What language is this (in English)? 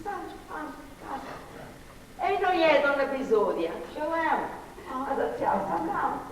Sardinian